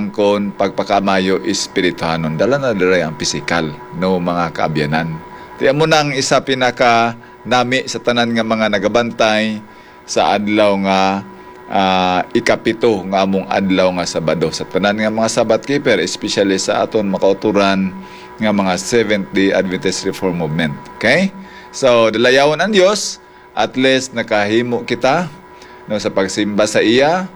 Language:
Hiligaynon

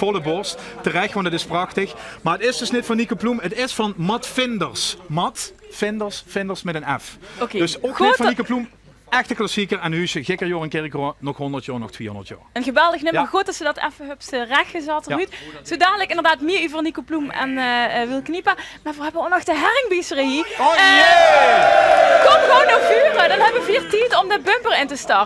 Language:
Limburgish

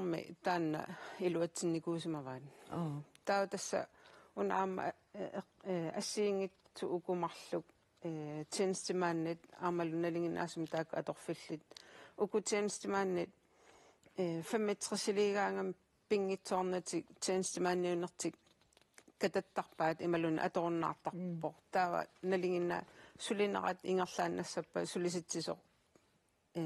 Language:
Kalaallisut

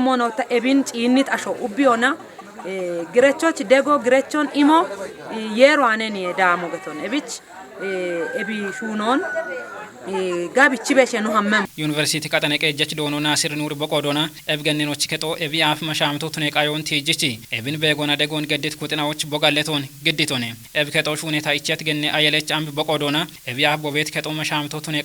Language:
Kafa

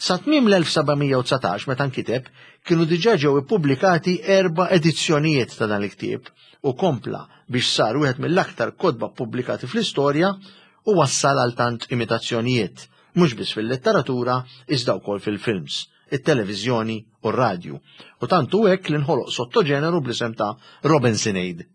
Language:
Maltese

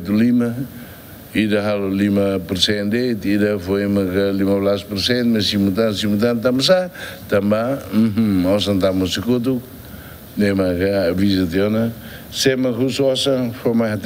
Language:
Tetum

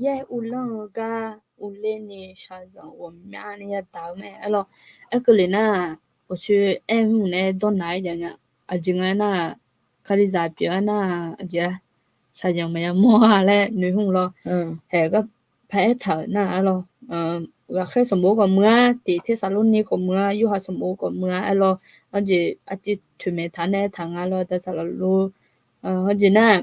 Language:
Akha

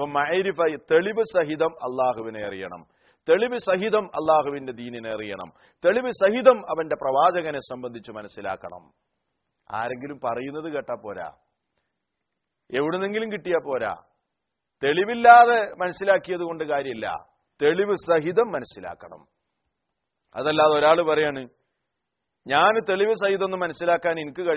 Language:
Malayalam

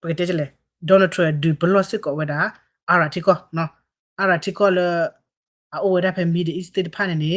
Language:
S'gaw Karen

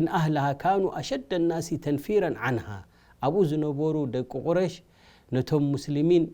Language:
Tigrinya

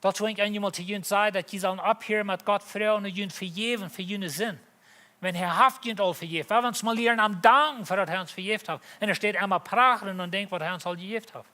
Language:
Plautdietsch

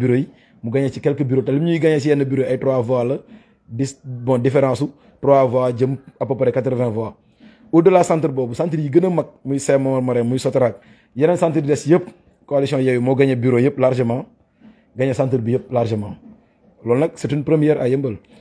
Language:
Wolof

